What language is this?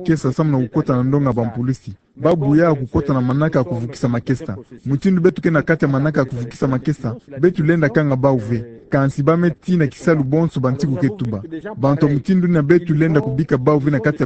Kituba (Democratic Republic of Congo)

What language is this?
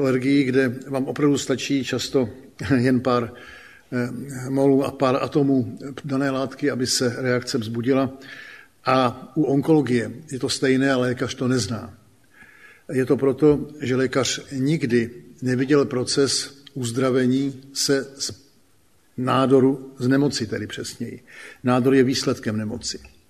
Czech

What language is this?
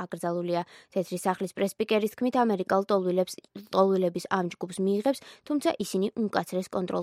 Georgian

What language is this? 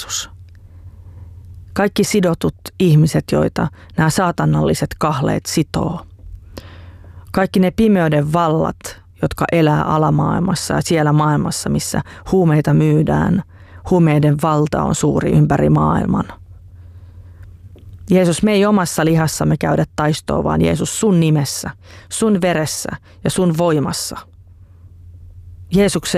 Finnish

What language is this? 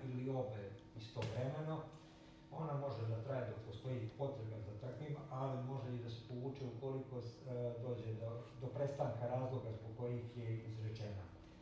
Serbian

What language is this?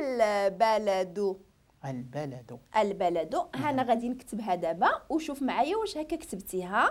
Moroccan Arabic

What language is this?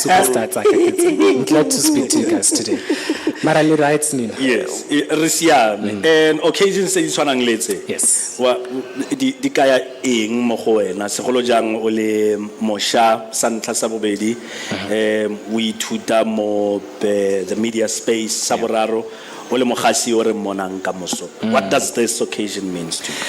Tswana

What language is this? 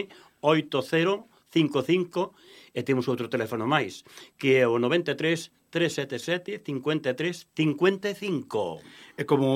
Galician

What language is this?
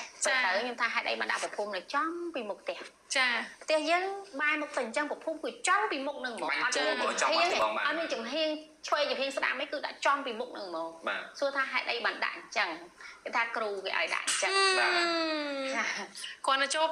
Khmer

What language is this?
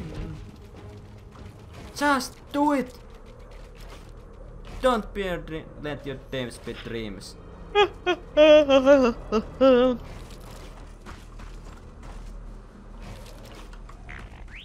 Finnish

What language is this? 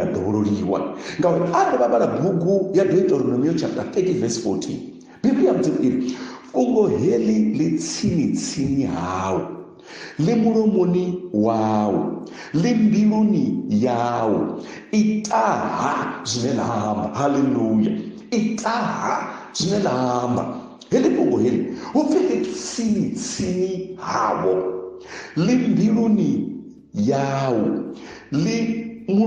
Venda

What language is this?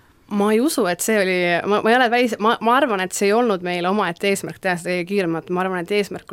Estonian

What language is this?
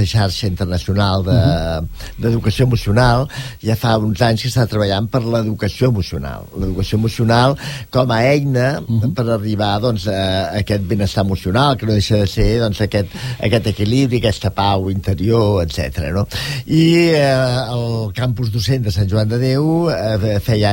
Catalan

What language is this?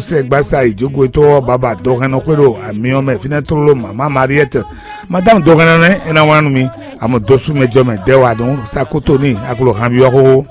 Fon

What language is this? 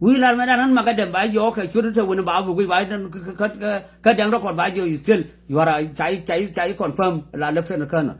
Nuer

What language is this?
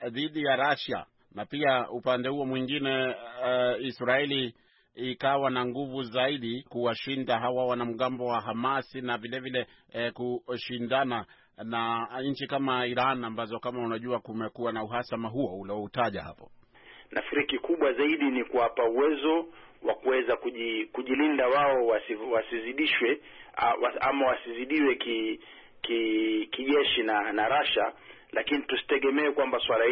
Swahili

